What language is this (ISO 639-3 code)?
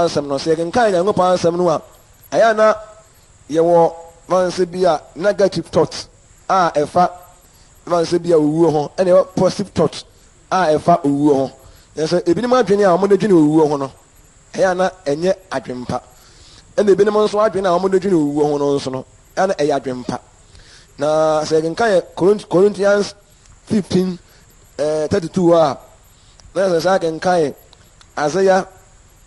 aka